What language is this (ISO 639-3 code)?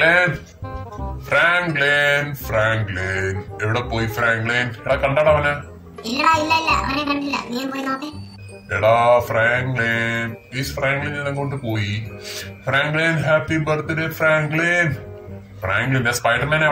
mal